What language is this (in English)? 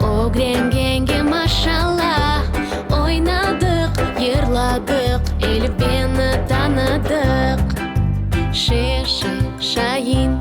Crimean Tatar